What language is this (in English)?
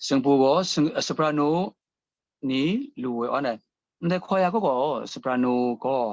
Kachin